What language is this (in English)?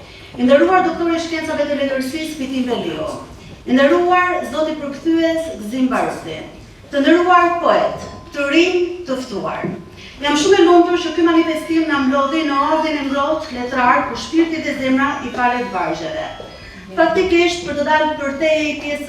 Albanian